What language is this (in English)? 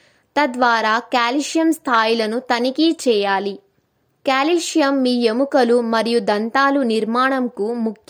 Telugu